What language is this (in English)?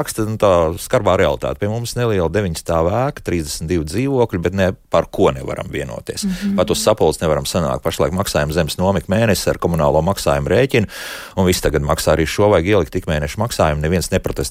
Latvian